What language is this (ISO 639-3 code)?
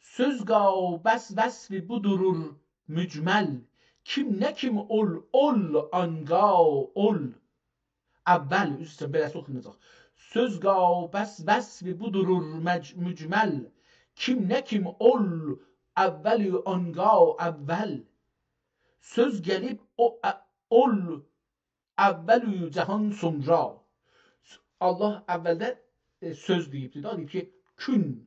azb